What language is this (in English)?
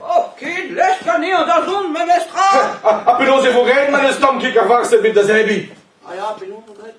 Breton